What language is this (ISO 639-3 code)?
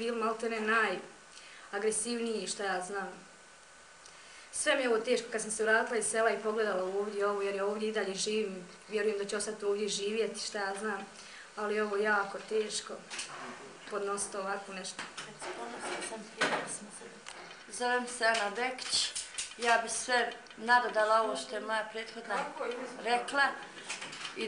bos